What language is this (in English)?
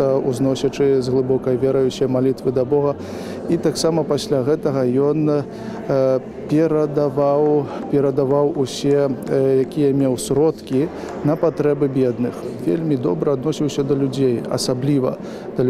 Belarusian